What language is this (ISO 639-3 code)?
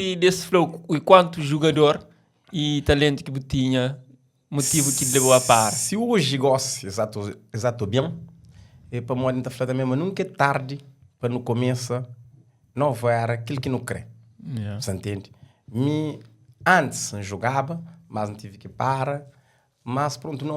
kea